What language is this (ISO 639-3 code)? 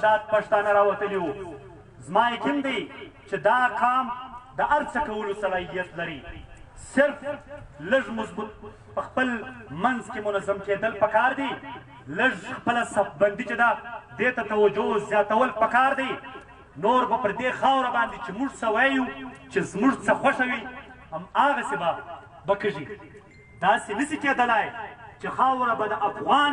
pus